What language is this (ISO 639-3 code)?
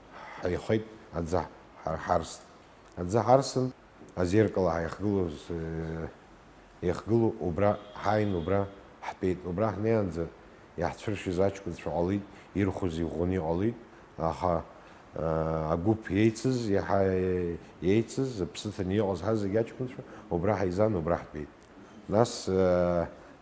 abk